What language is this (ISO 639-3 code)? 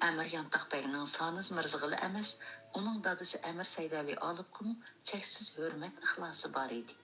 uig